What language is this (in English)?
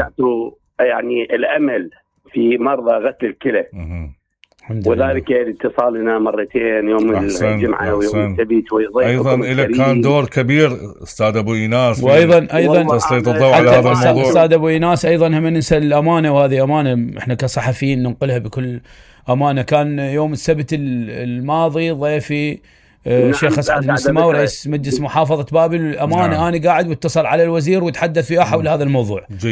Mesopotamian Arabic